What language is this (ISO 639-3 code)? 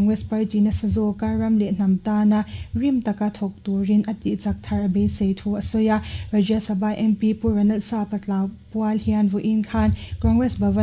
lus